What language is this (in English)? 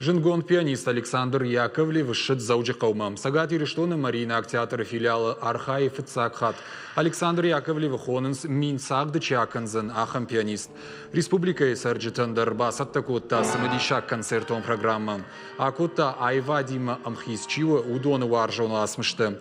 Ossetic